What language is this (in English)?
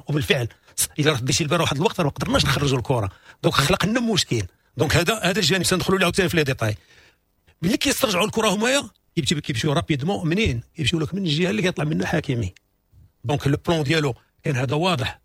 Moroccan Arabic